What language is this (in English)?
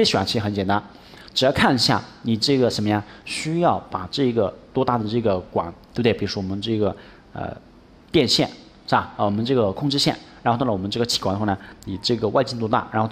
Chinese